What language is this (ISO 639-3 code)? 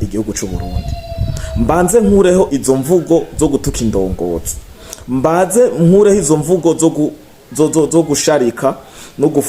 run